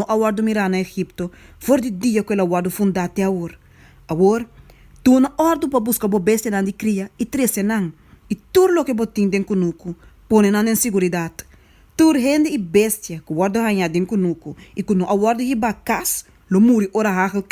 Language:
Papiamento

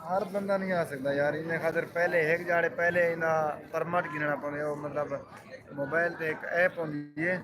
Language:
Saraiki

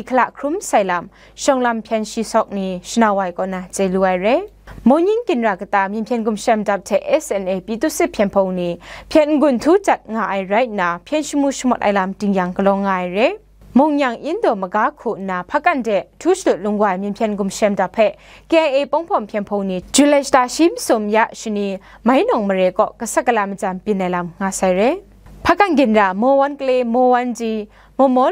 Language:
Kachin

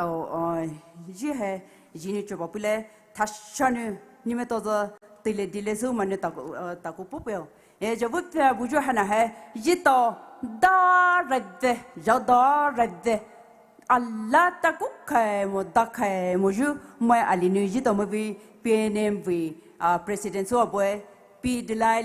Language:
Poumei Naga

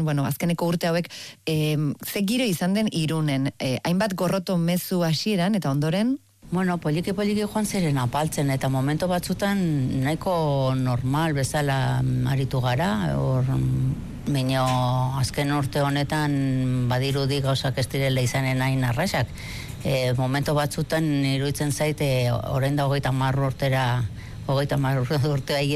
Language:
Basque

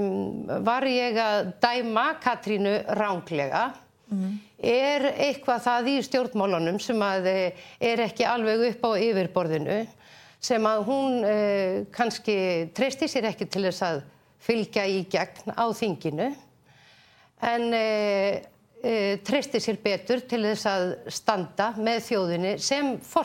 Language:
Icelandic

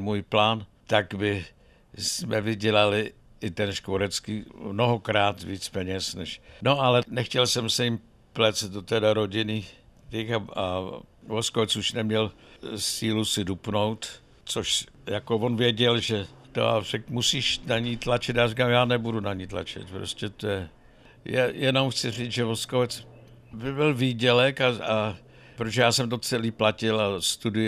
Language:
Czech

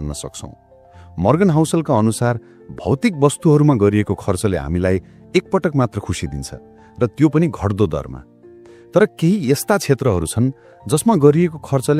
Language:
Nepali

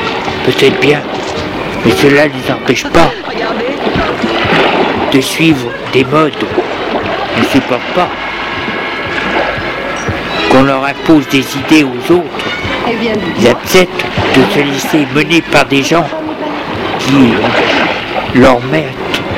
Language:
French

